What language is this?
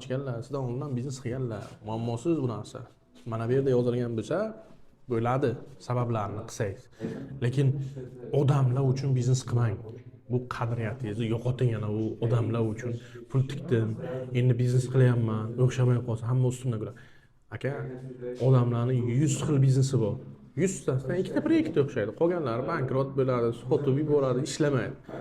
Uzbek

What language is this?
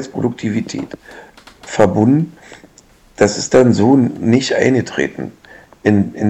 German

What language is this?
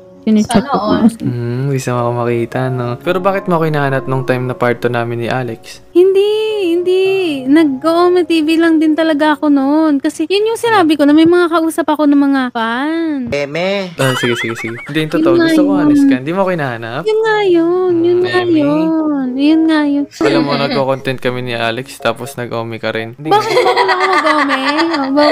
Filipino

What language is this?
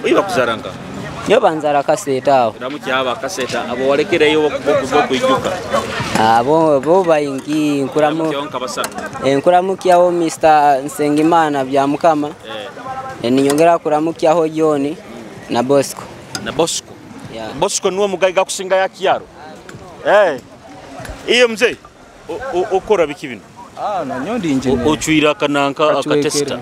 Nyoro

